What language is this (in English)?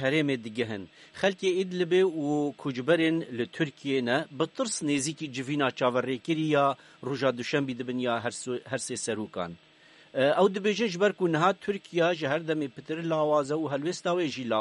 Kurdish